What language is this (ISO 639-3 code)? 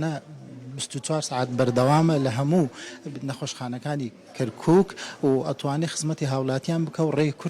ckb